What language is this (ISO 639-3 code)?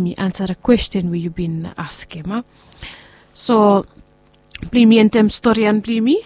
bis